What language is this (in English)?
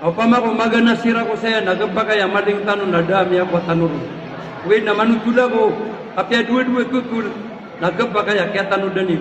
Maranao